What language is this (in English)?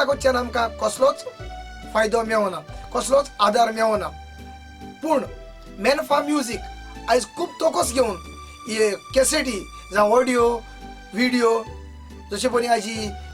Konkani